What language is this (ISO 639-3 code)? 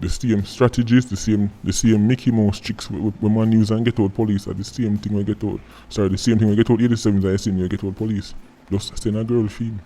jam